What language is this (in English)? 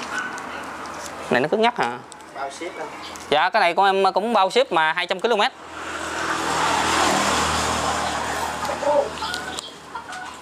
Vietnamese